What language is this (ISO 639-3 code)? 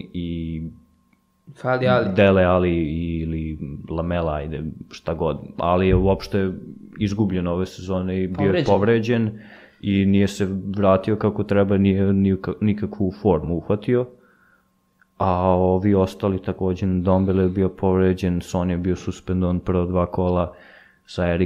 srp